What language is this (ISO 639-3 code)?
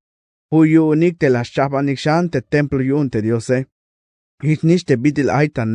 tzh